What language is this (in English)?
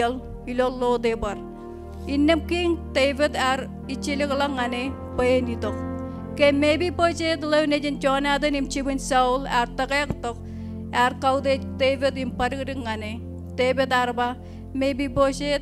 Marshallese